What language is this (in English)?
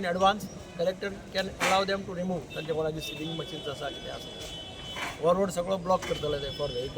Konkani